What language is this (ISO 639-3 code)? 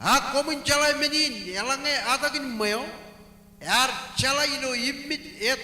mah